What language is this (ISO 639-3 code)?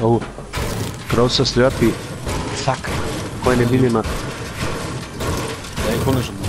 bar